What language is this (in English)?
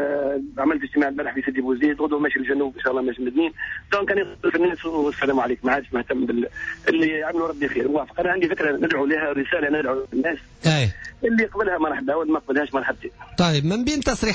Tunisian Arabic